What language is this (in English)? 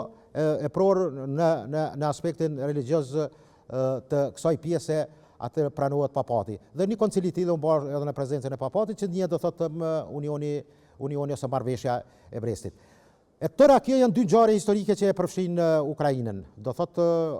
Albanian